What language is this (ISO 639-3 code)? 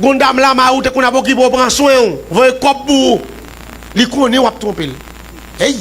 hat